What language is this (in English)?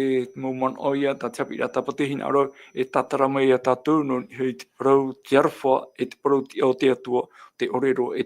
Tahitian